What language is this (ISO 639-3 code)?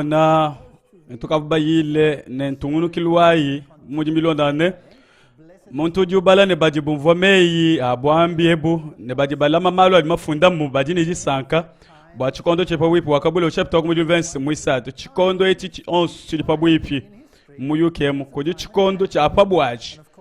lua